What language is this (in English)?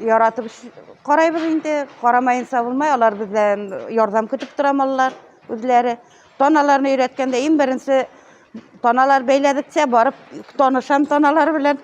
Bashkir